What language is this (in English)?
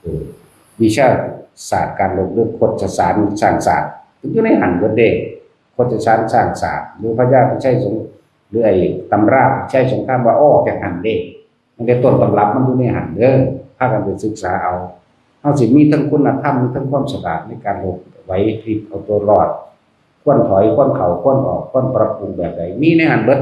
Northeastern Thai